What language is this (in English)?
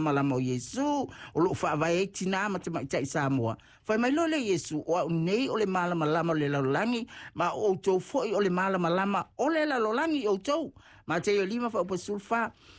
Samoan